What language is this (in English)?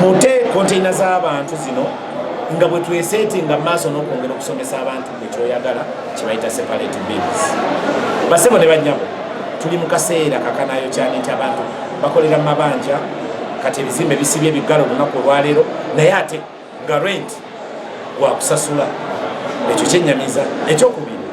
Ganda